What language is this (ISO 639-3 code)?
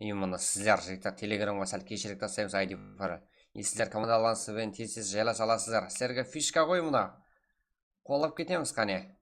kaa